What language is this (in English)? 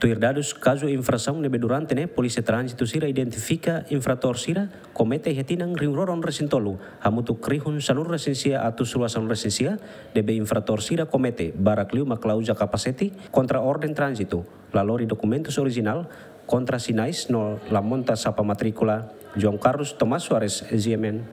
Tetum